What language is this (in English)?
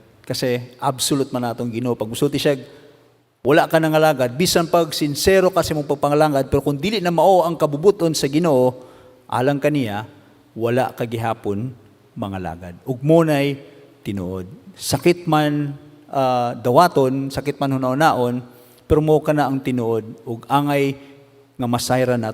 Cebuano